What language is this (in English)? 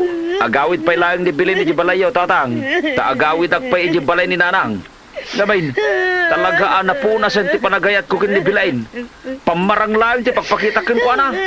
Iloko